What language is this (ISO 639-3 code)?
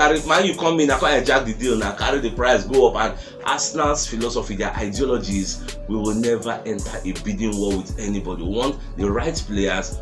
pcm